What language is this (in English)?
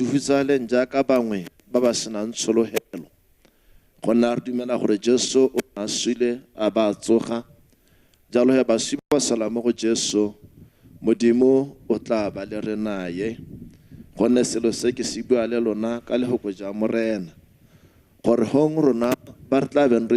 Tswana